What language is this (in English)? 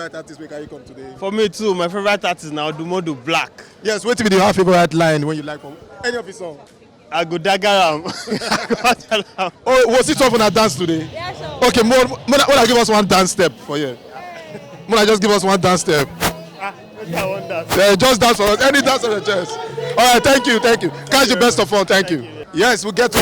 Nigerian Pidgin